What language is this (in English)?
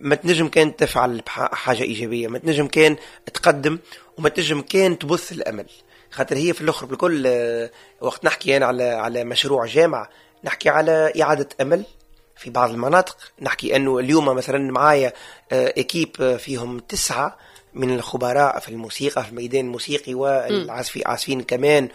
Tunisian Arabic